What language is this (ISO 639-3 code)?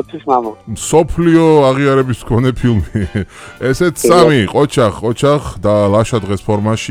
kat